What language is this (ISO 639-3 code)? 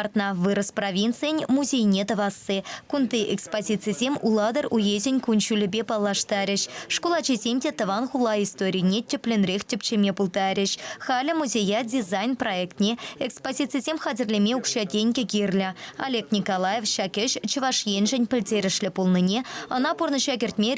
chv